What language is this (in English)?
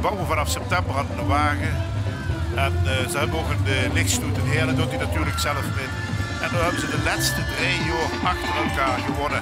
Limburgish